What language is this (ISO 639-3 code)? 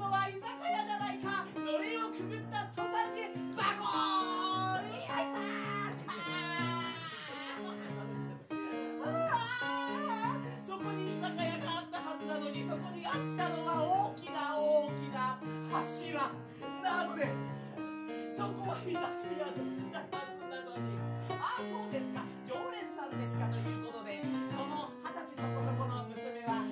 jpn